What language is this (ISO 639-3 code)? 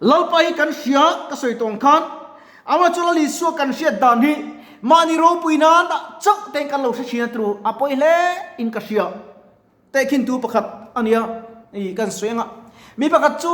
lus